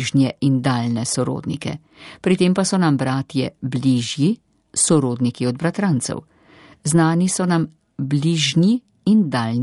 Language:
Slovenian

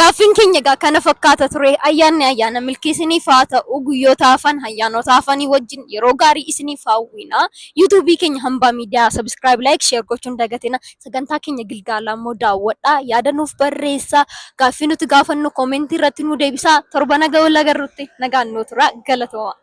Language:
Oromo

